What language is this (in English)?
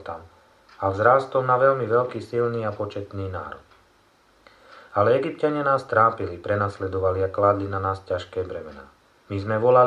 Slovak